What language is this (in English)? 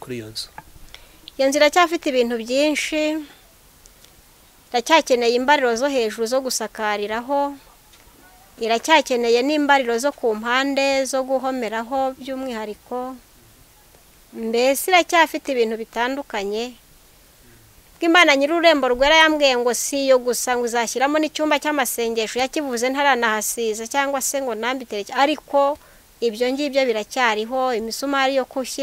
Kinyarwanda